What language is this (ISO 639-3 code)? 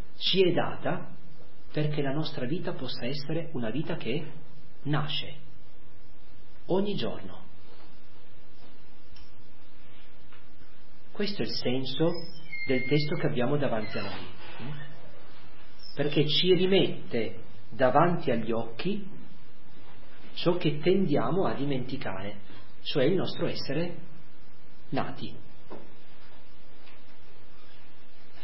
ita